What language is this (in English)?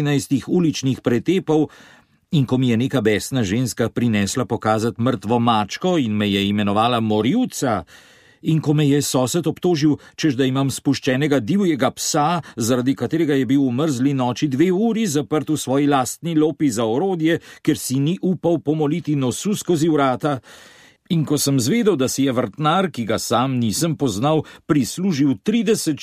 Slovenian